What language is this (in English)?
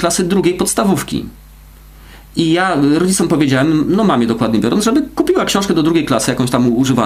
Polish